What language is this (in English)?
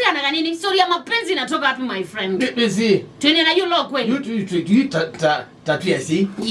Kamba